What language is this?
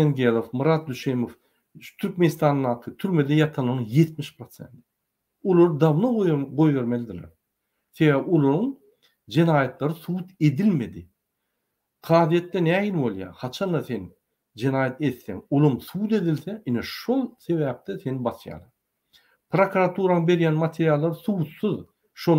Turkmen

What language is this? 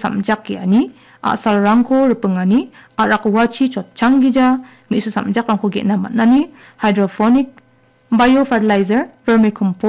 Garo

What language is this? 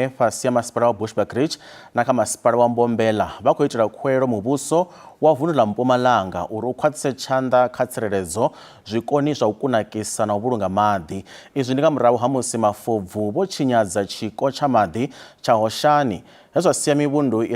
Venda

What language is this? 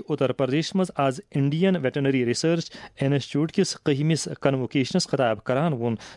Kashmiri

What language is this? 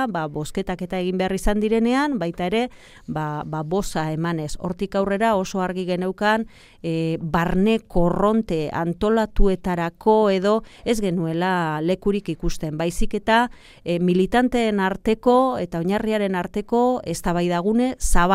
Basque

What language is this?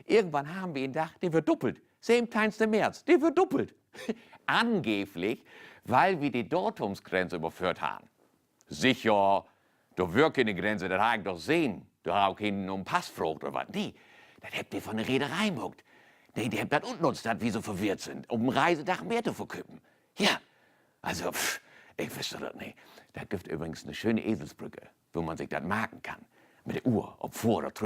Low German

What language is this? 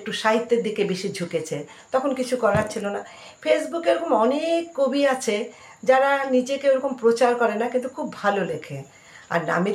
Bangla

